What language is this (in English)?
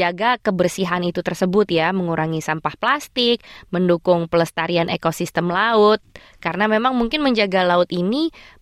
Indonesian